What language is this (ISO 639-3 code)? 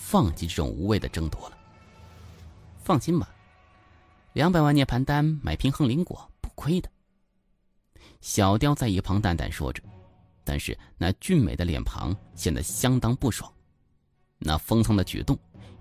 zho